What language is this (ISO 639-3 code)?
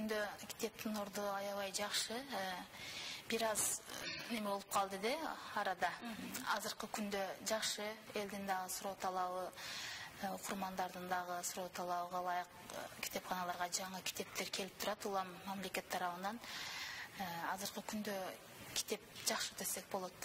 kir